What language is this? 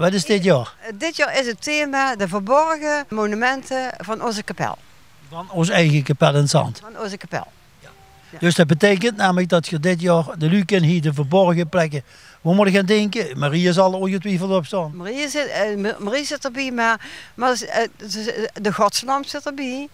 Limburgish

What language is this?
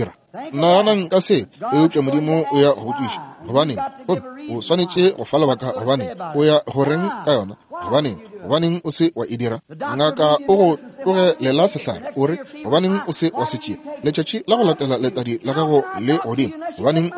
Northern Sotho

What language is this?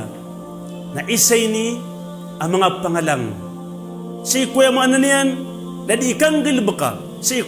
Maranao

